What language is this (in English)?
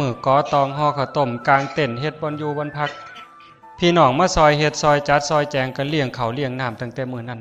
Lao